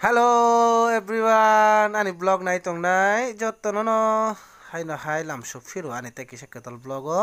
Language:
Kok Borok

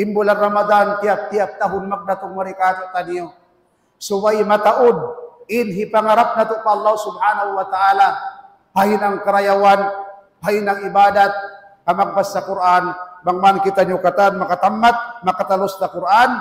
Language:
Tausug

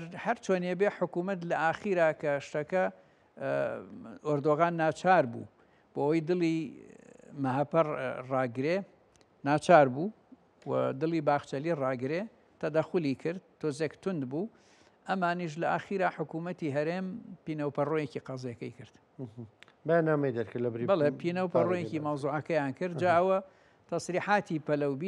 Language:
Central Kurdish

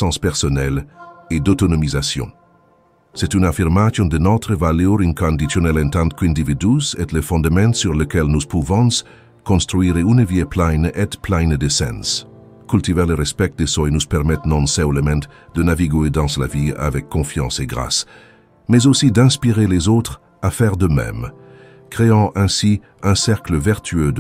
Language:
French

